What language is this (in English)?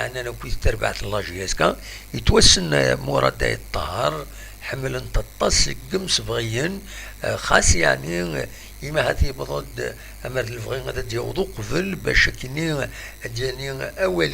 Kabyle